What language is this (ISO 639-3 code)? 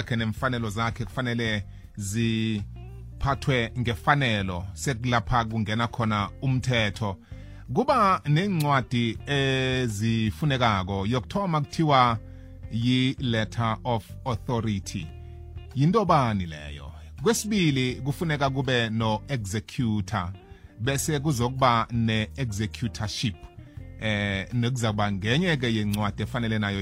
nbl